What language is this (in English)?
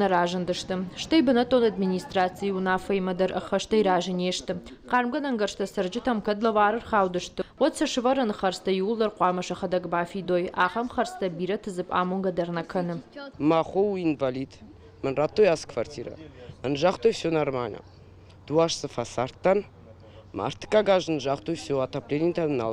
Ossetic